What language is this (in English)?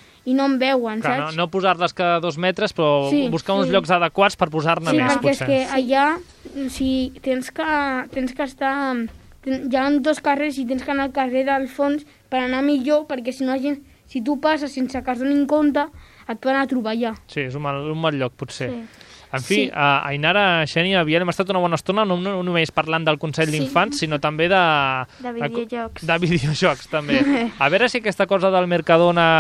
Catalan